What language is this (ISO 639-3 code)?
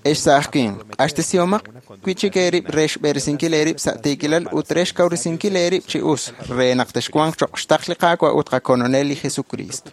kek